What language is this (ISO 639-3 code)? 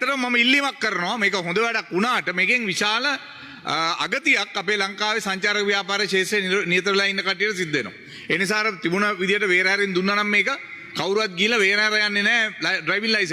sin